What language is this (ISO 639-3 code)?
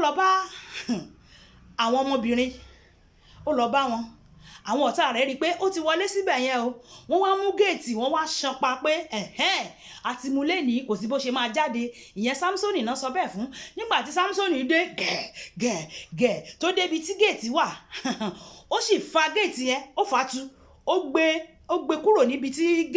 yor